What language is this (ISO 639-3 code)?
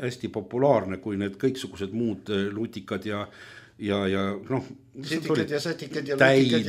est